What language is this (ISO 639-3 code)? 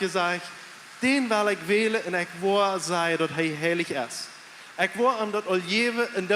pdt